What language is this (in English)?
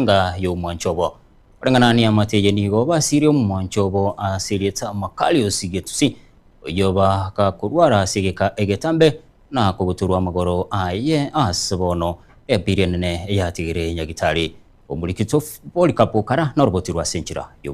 Gusii